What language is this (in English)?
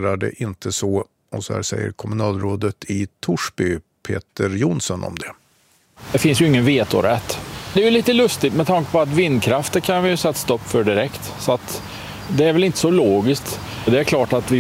Swedish